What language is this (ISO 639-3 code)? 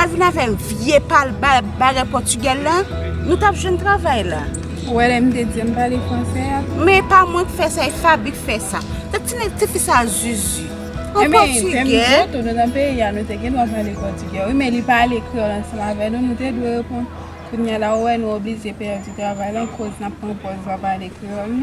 hat